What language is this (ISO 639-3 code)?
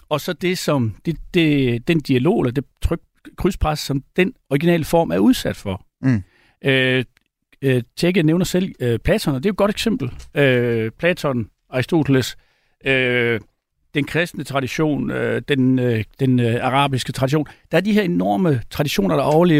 dan